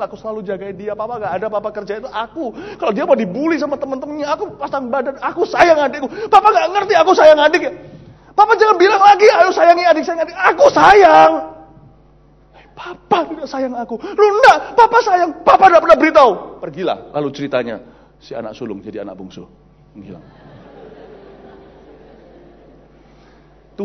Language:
Indonesian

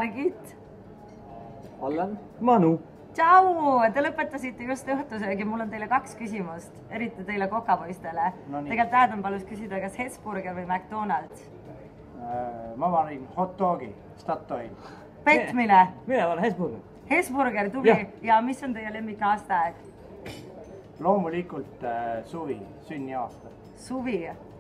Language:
Estonian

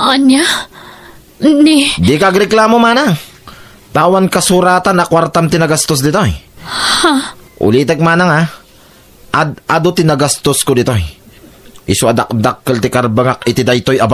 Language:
Iloko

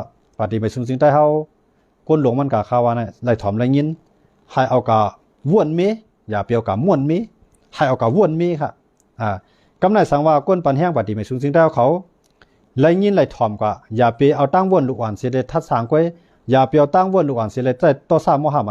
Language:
Shan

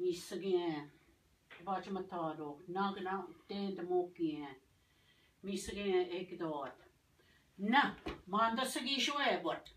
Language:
Ojibwa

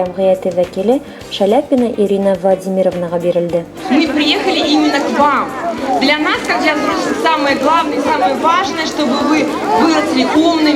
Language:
Bashkir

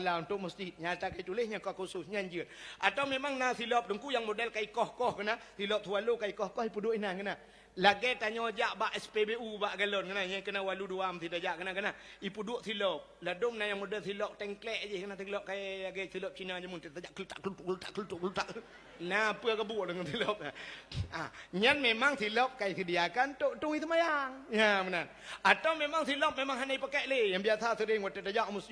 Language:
Achinese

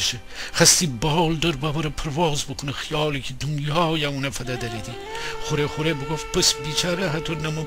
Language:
Gilaki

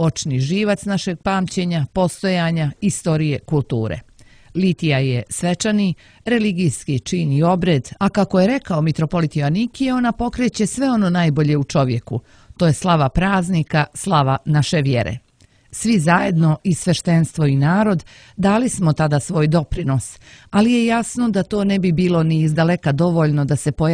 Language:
Serbian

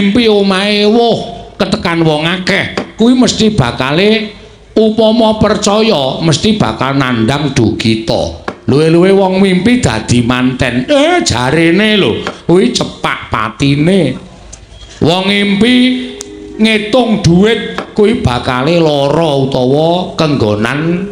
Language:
Javanese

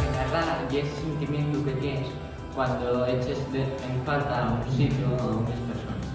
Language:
Asturian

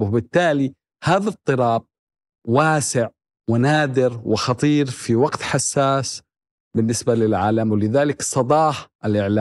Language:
Arabic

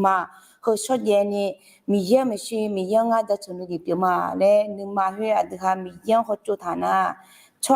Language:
Akha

